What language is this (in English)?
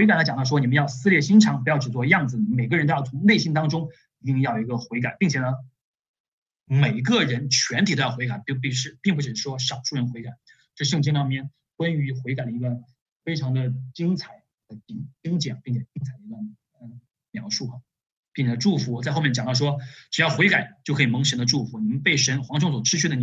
Chinese